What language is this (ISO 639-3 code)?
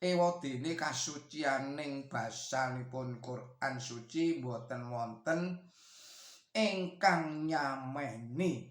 jav